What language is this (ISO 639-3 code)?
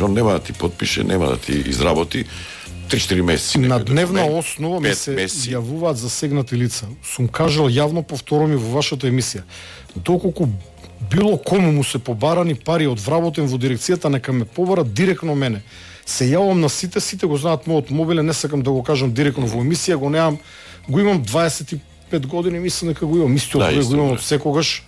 mkd